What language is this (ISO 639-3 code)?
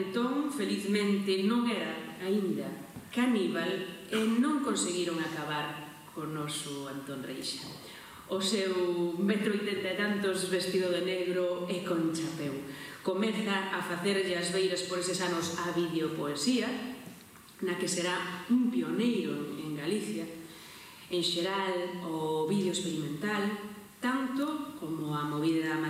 glg